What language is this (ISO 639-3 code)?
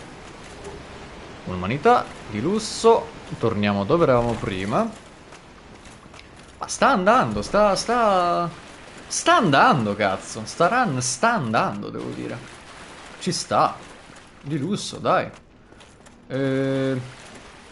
ita